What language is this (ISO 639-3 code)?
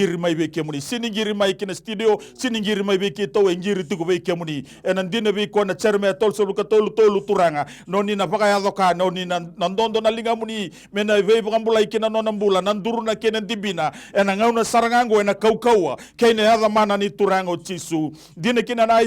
fij